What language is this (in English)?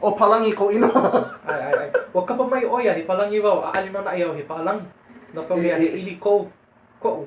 Hawaiian